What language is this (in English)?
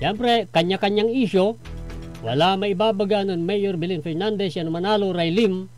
Pangasinan